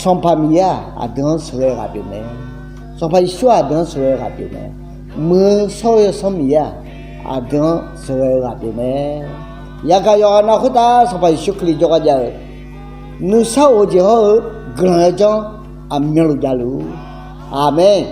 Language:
Akha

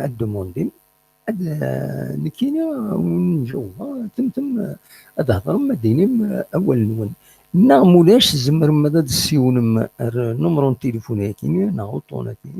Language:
Kabyle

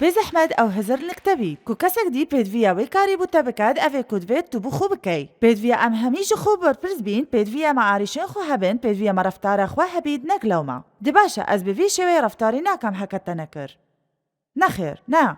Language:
Kurdish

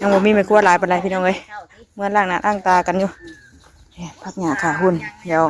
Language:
Northeastern Thai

